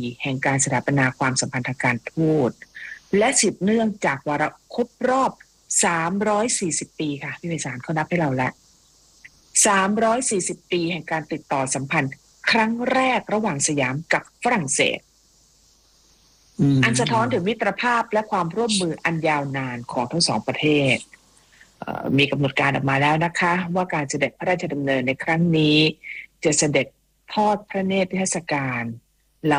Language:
Thai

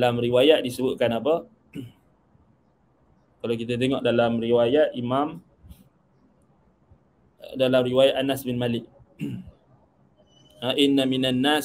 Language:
Malay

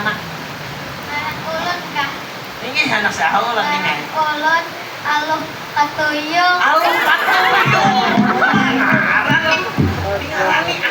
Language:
Banjar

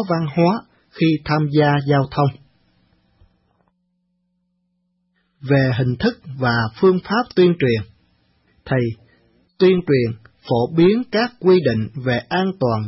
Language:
Vietnamese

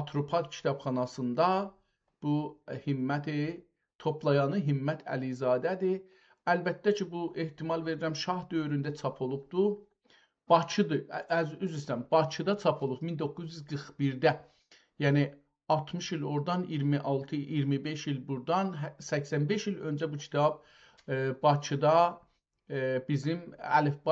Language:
South Azerbaijani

